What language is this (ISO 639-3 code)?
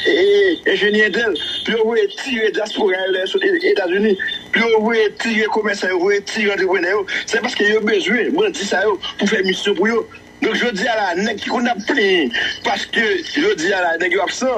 hat